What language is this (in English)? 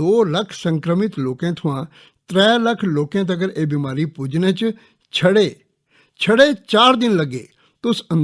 Dogri